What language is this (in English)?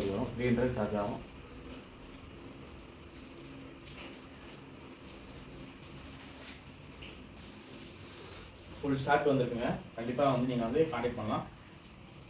Tamil